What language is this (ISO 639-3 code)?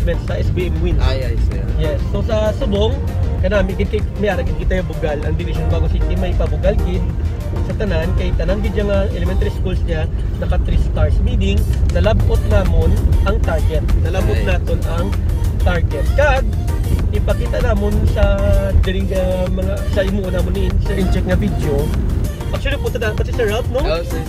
hil